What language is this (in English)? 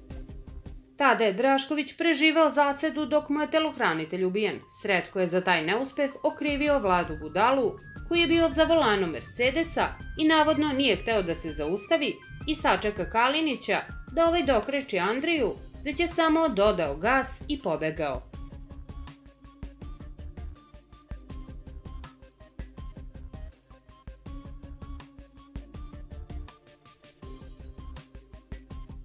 Serbian